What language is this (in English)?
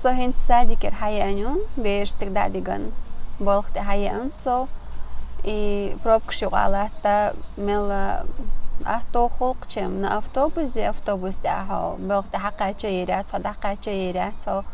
Chechen